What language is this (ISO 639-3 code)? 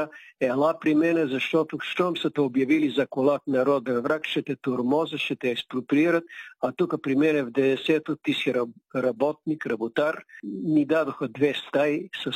bul